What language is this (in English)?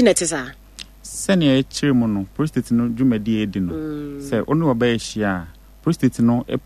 Akan